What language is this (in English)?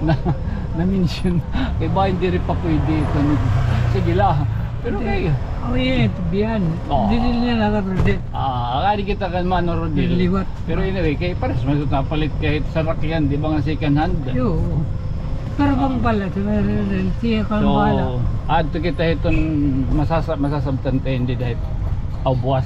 Waray